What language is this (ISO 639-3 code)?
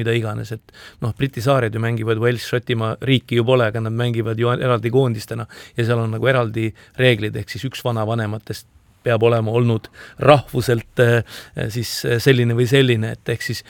est